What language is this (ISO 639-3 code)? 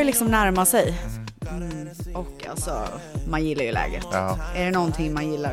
swe